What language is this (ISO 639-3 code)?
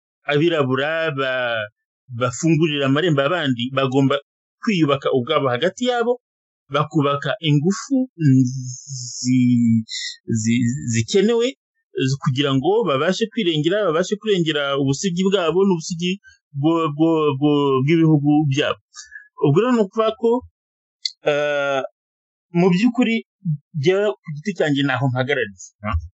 kin